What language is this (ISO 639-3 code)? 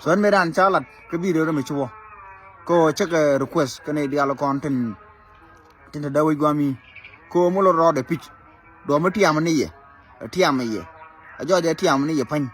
nus